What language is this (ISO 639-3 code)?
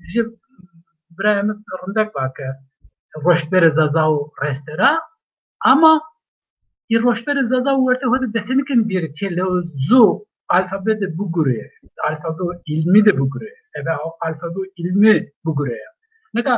zza